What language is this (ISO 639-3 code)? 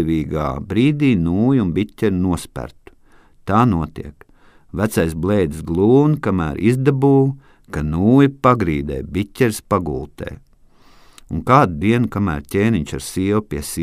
lav